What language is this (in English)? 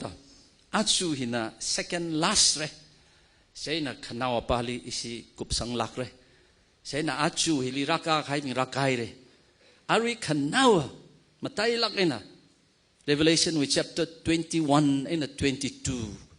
Tangkhul Naga (India)